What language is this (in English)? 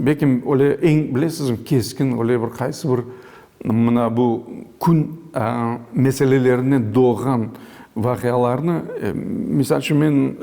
Crimean Tatar